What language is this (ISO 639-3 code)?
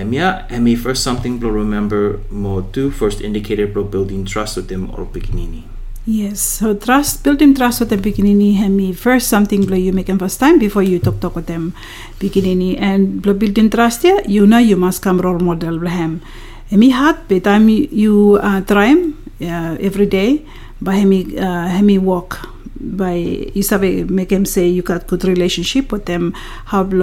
bis